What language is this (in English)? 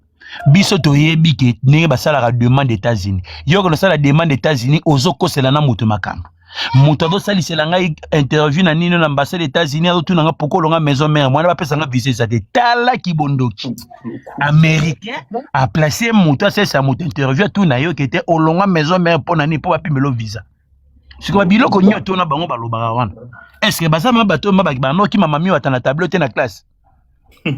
Lingala